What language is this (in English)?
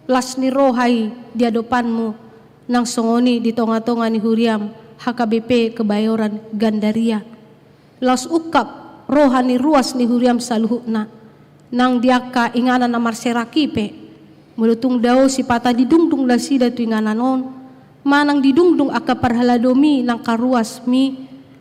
Batak Toba